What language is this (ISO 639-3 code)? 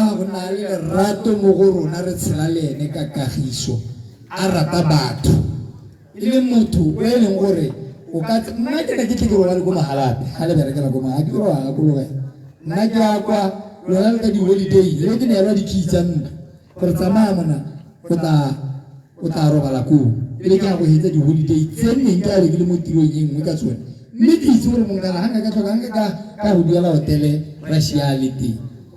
tsn